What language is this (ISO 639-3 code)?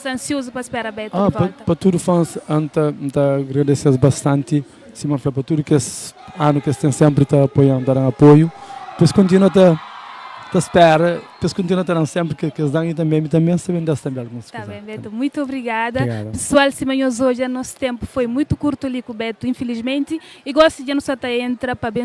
kea